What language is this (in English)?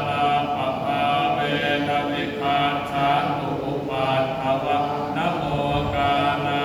Pali